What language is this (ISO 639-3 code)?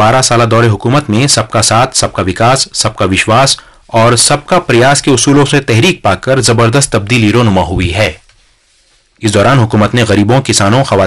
urd